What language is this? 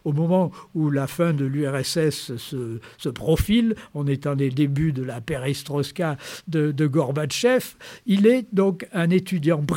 French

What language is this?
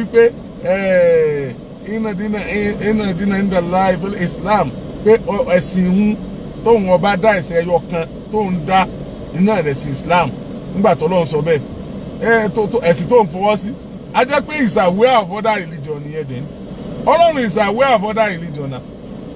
Yoruba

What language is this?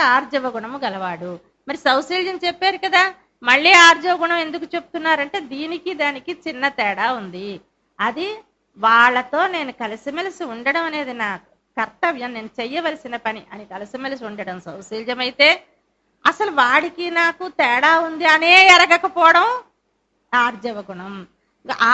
Telugu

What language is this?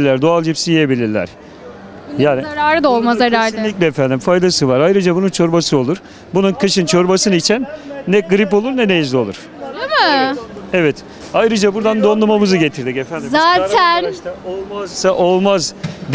Turkish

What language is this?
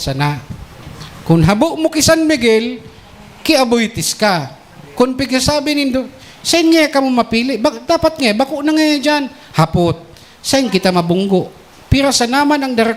Bikol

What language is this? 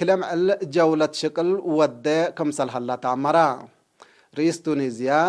Tigre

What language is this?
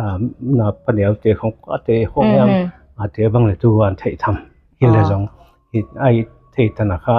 Tedim Chin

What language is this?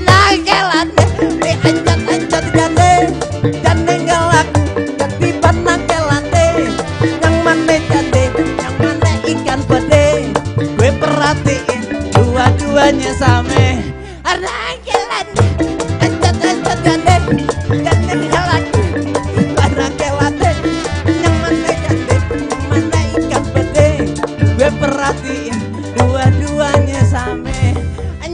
Betawi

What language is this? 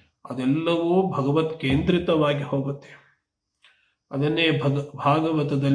Kannada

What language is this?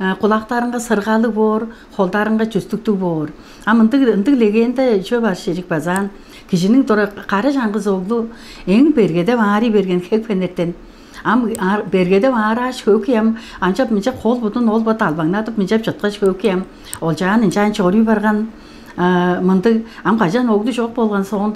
Tuvinian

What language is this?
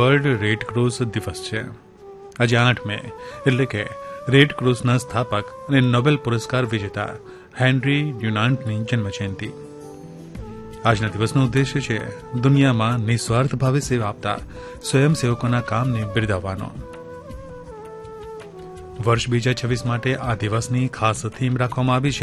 Gujarati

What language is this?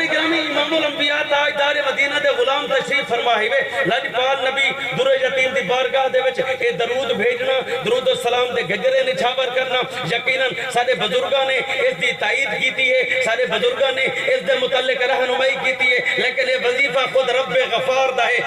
Saraiki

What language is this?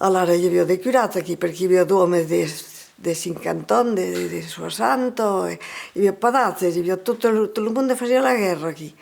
Occitan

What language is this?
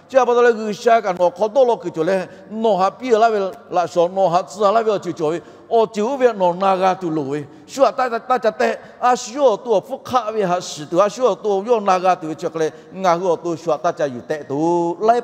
Lahu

